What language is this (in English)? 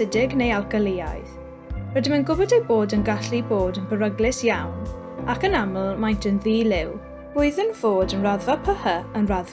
Welsh